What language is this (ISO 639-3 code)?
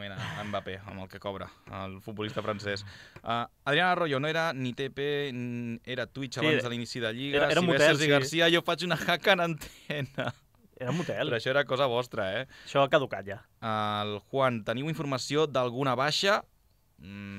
cat